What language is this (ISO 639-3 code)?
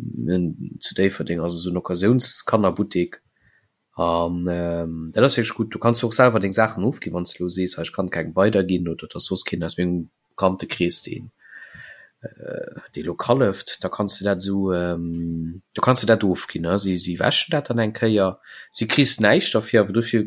ltz